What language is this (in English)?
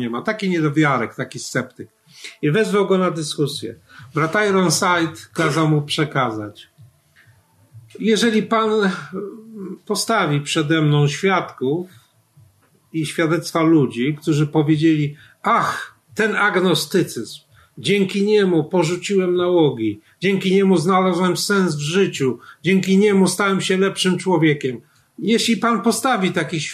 Polish